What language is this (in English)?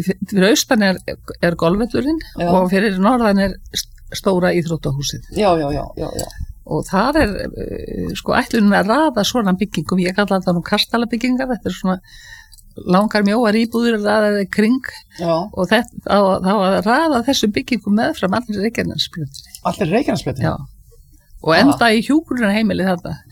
Icelandic